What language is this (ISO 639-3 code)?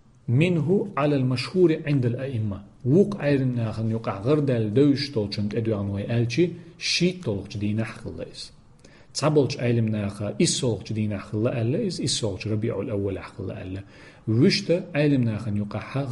che